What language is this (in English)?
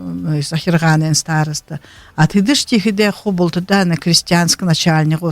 Buriat